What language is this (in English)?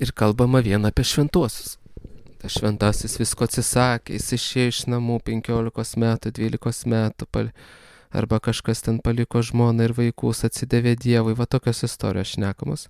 Lithuanian